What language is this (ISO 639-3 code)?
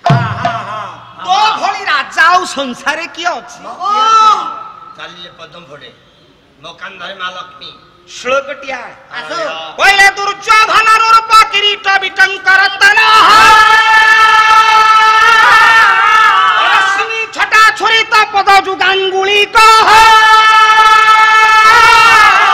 ori